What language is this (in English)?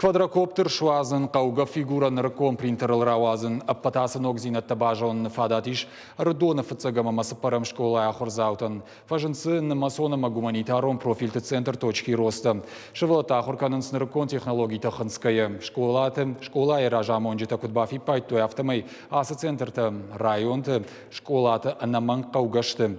Ossetic